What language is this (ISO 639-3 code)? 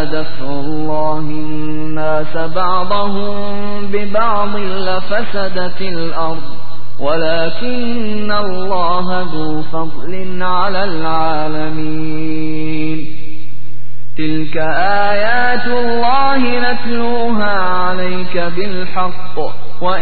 ara